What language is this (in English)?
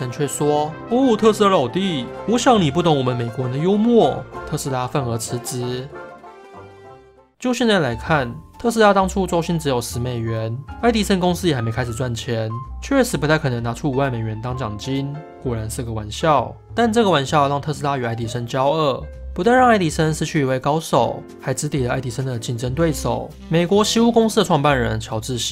Chinese